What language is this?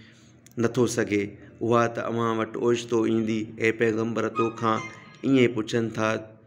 Sindhi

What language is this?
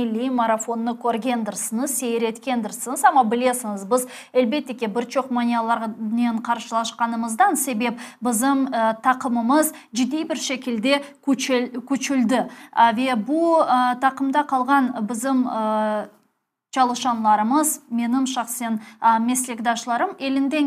Crimean Tatar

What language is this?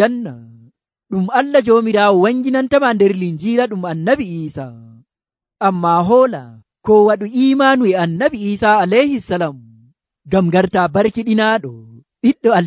Nigerian Fulfulde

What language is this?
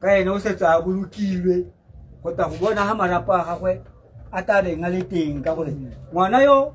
Tswana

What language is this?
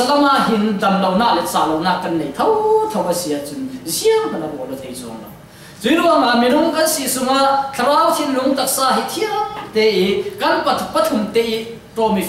Falam Chin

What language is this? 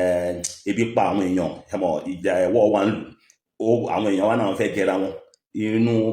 Yoruba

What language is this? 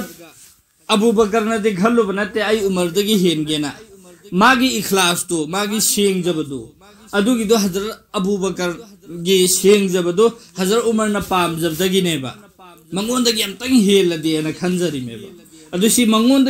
Manipuri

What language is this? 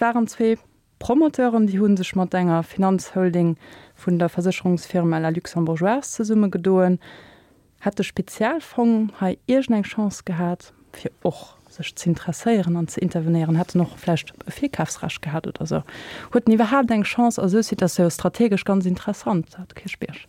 Luxembourgish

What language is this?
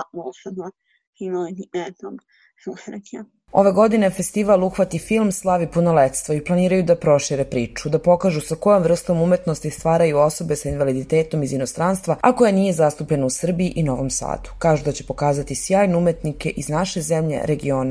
Serbian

